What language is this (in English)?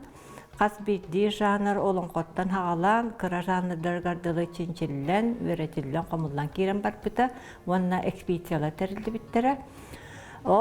Yakut